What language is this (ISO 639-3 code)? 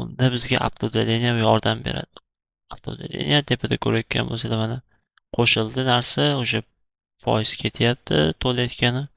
uzb